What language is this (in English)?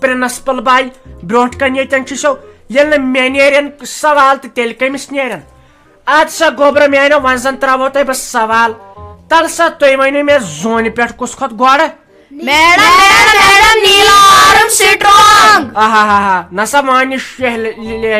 Kashmiri